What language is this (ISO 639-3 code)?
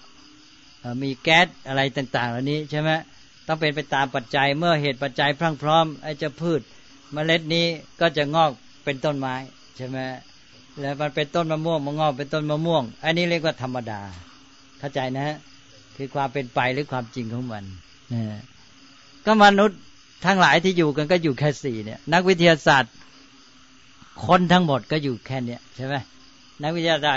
tha